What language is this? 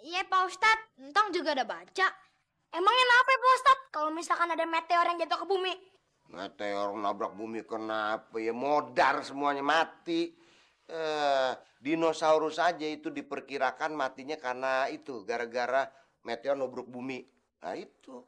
Betawi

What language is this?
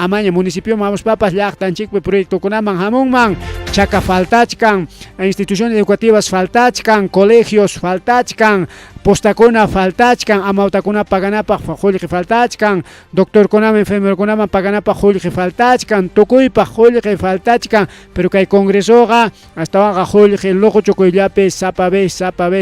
Ayacucho Quechua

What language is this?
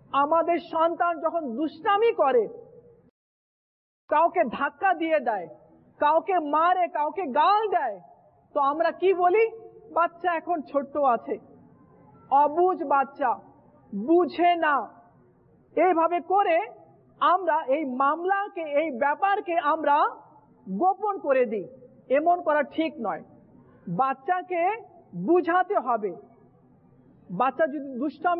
Bangla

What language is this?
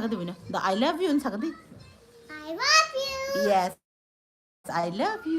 Kok Borok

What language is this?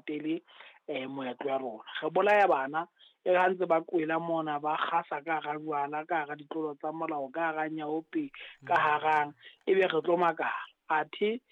Southern Sotho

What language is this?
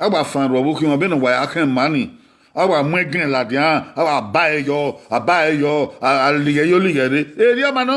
Bini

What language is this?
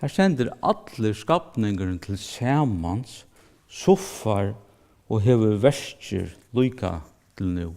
Faroese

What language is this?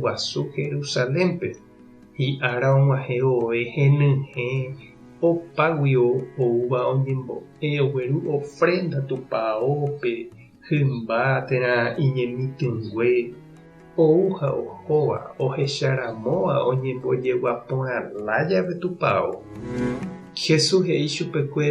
Guarani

